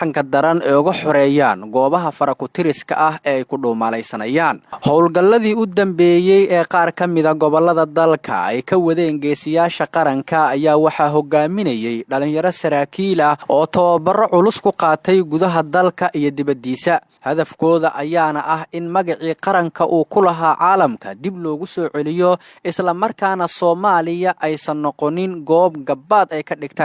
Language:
Somali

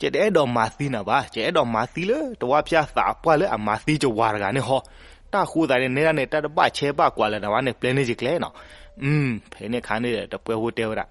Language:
S'gaw Karen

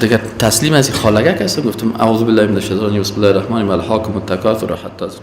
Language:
Persian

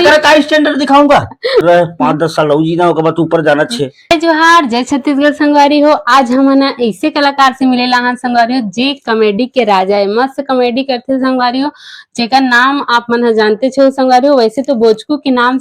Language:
Chhattisgarhi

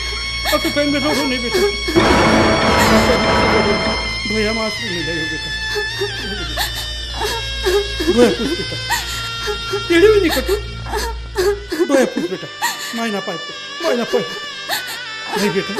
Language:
Marathi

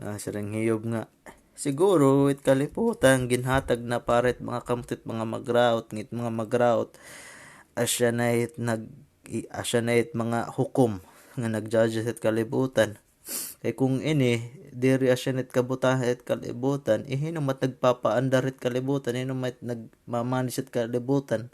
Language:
Waray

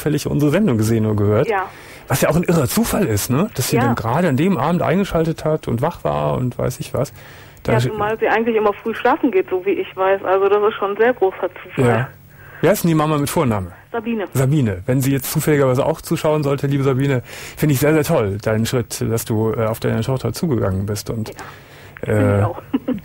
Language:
German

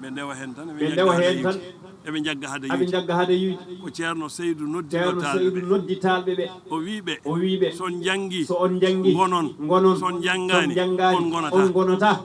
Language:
Fula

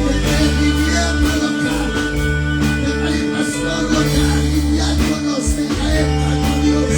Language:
Kekchí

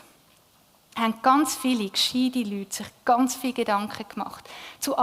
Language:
Swiss German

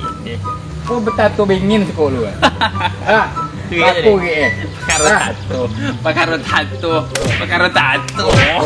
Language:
Minangkabau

